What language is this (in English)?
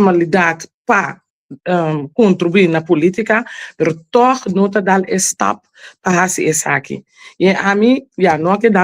Papiamento